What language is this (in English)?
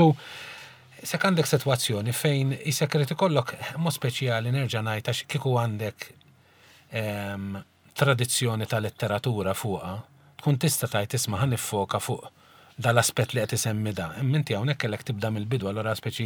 Maltese